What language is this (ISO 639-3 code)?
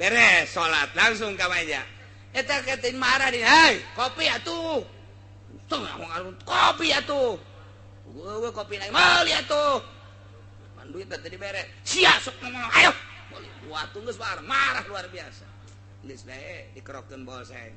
sun